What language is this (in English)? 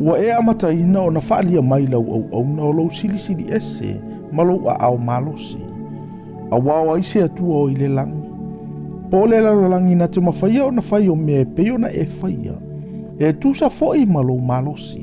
Samoan